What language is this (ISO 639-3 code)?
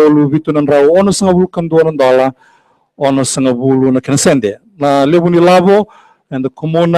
fij